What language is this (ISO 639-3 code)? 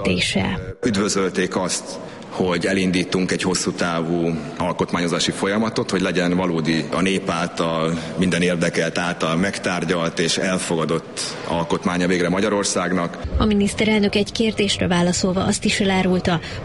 hun